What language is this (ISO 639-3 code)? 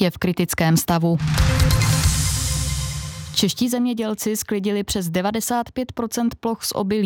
ces